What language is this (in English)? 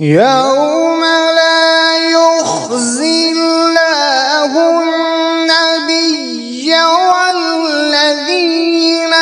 Kashmiri